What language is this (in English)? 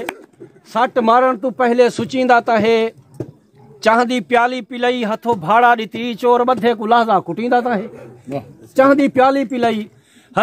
Saraiki